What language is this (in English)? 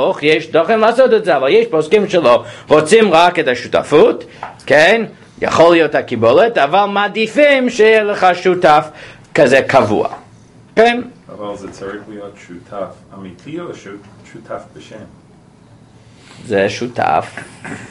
Hebrew